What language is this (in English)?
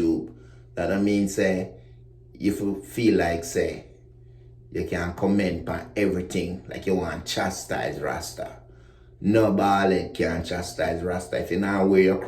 Jamaican Creole English